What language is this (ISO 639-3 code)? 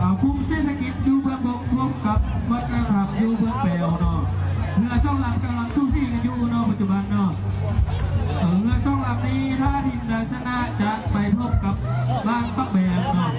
lao